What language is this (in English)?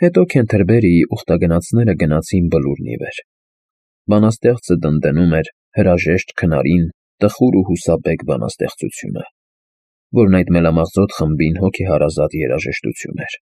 Armenian